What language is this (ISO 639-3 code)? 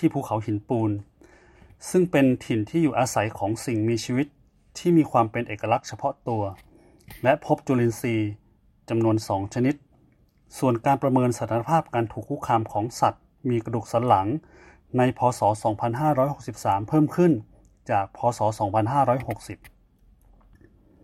tha